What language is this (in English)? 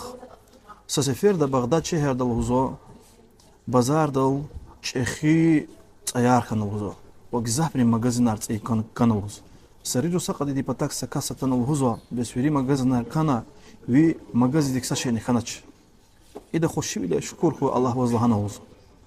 Lezghian